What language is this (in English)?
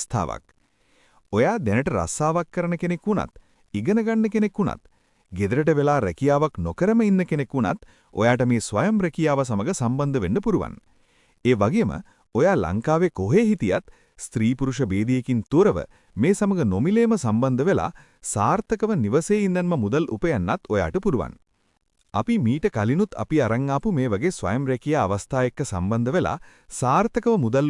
Sinhala